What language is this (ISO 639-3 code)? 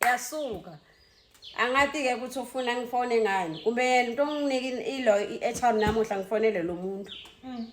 zul